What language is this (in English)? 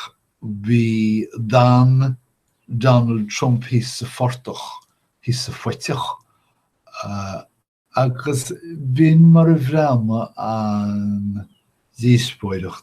Irish